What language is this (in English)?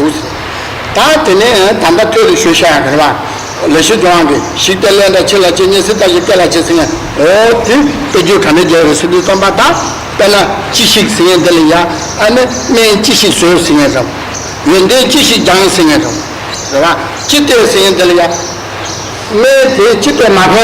Tibetan